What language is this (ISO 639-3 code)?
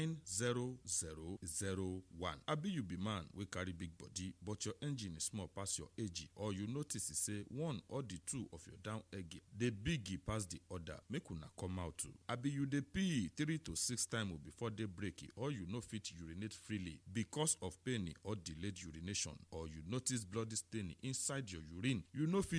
pcm